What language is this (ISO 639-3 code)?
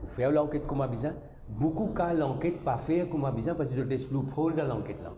mfe